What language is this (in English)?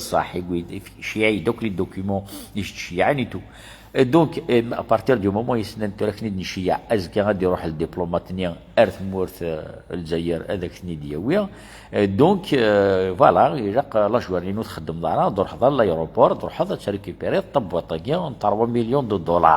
Kabyle